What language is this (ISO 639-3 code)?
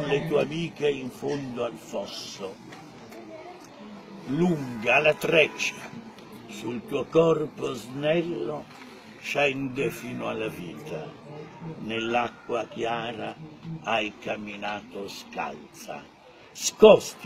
ita